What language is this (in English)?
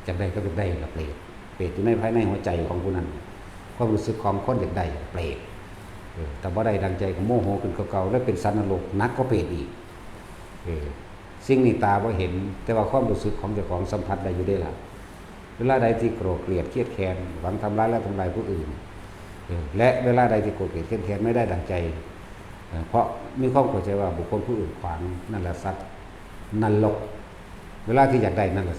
Northeastern Thai